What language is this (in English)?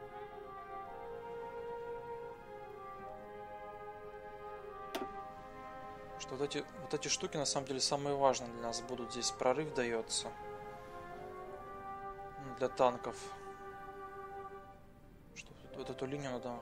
Russian